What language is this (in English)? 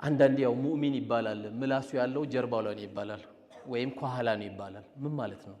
Amharic